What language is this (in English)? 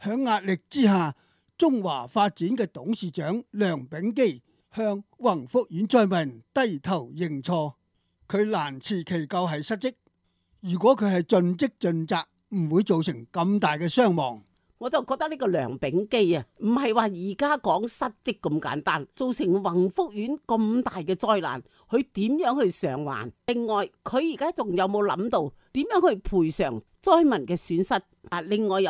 Cantonese